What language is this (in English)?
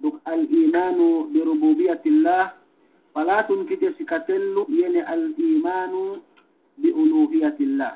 Yakan